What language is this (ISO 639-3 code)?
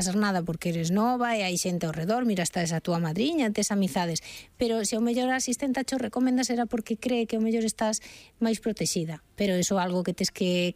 glg